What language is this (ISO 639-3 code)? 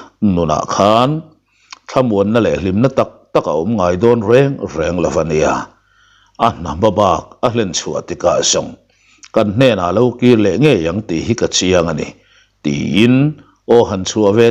lus